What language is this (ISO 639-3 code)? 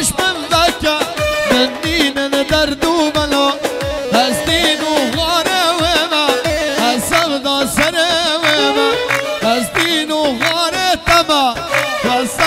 kur